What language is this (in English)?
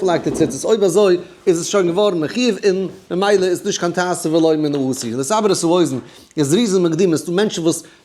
Yiddish